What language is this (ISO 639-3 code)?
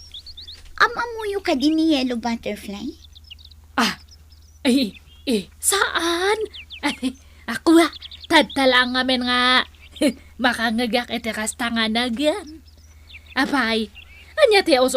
ilo